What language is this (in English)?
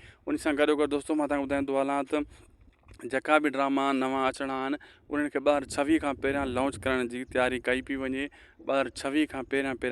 Sindhi